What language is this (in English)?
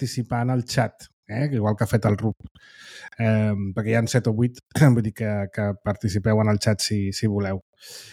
Catalan